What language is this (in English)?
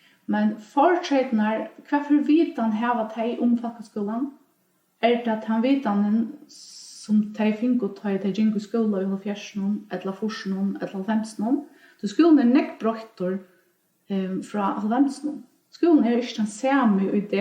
Faroese